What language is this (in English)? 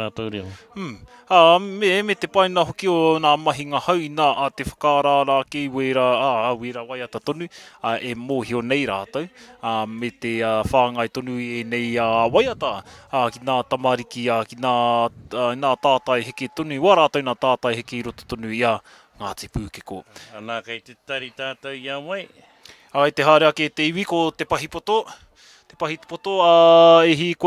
Māori